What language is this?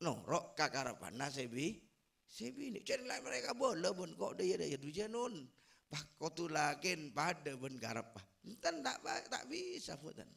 Madurese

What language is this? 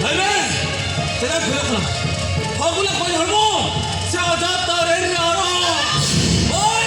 Santali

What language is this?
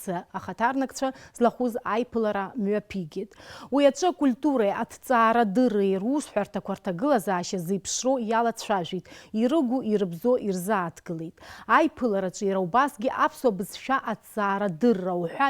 Abkhazian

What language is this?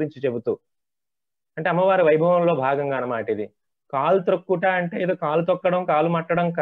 Telugu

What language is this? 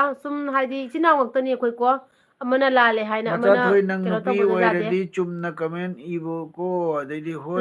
Manipuri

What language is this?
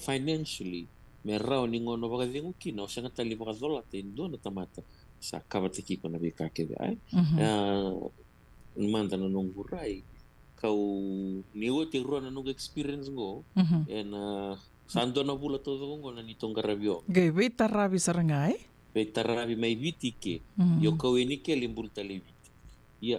Fijian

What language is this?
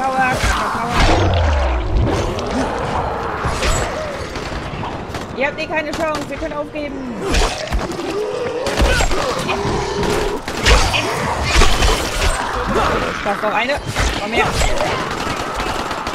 German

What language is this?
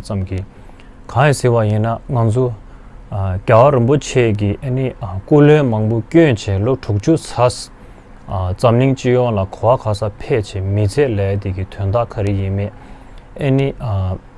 Tibetan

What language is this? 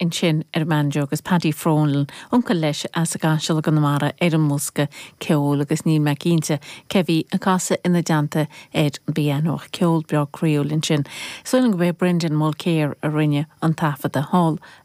Irish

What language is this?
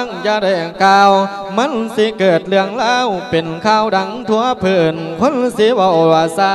Lao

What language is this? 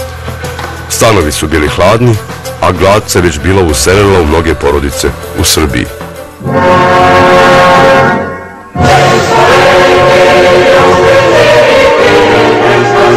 Serbian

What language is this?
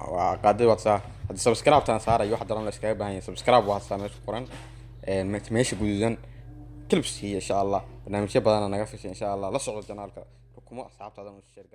Somali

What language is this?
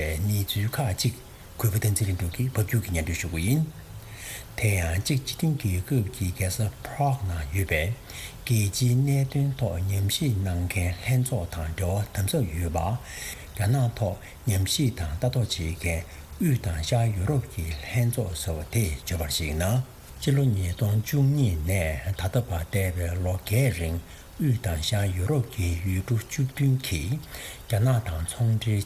Tibetan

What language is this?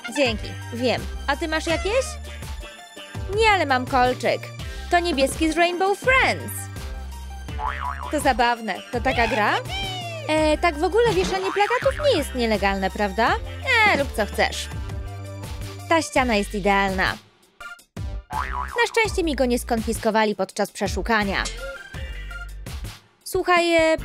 Polish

